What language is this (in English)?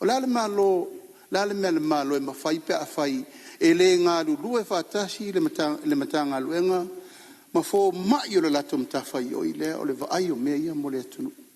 Samoan